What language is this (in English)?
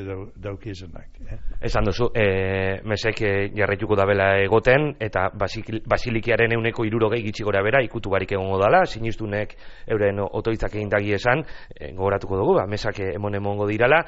Basque